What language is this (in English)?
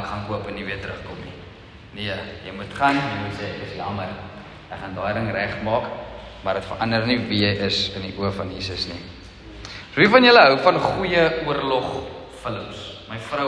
Afrikaans